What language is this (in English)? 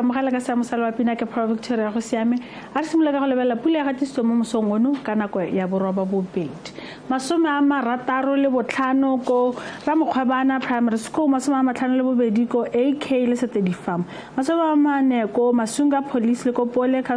Tswana